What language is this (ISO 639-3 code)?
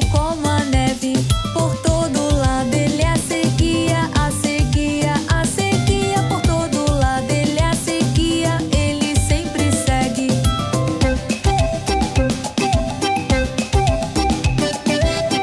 por